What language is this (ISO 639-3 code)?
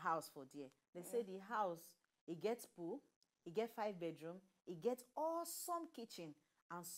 pcm